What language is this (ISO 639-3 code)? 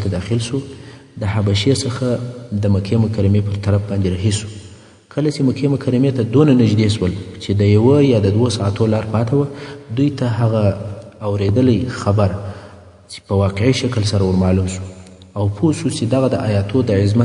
pus